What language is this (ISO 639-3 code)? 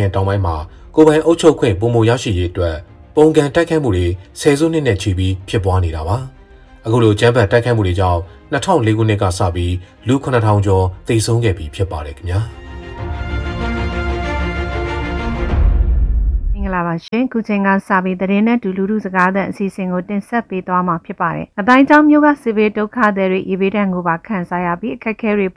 mya